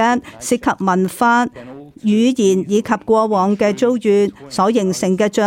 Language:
Cantonese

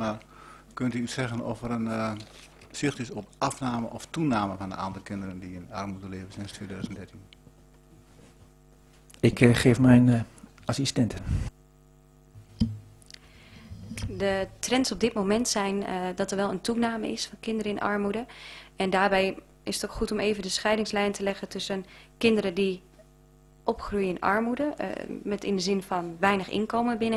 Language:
Dutch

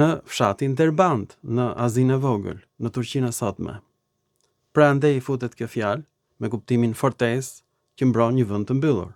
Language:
Albanian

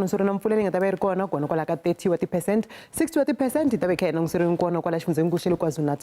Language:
Tsonga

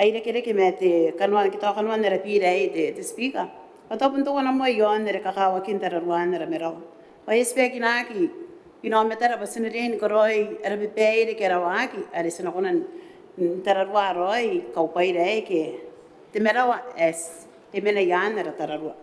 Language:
Gilbertese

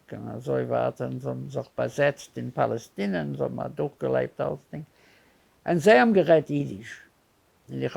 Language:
Yiddish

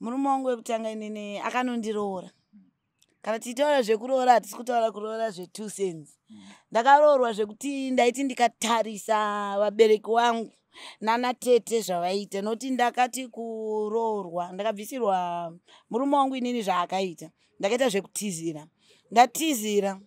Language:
Shona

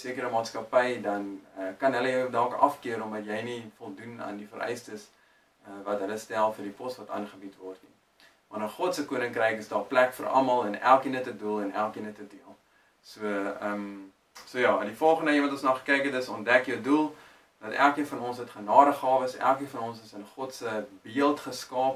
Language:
Afrikaans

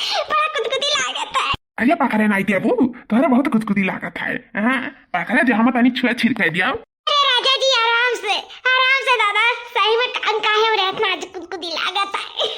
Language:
Awadhi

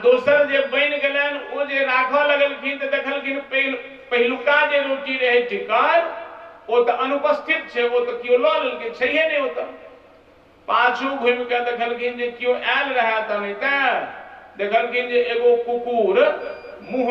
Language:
Maithili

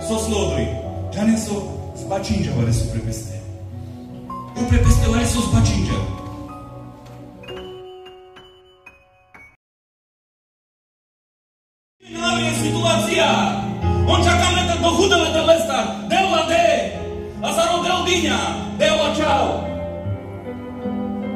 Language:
Carpathian Romani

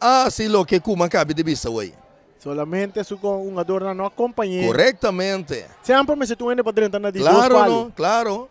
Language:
Papiamento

